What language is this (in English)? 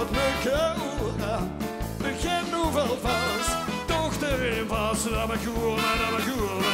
Limburgish